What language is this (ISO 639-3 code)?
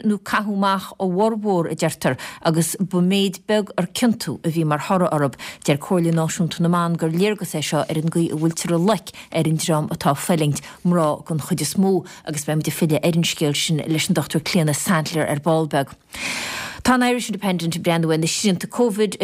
gle